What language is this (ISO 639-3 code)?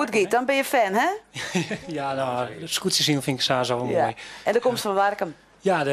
fry